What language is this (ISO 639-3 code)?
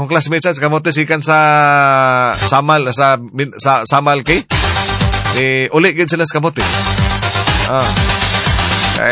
ceb